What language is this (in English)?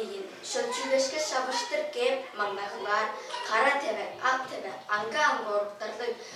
Tuvinian